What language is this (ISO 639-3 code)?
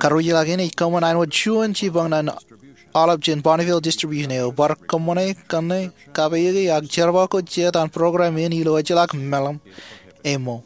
mah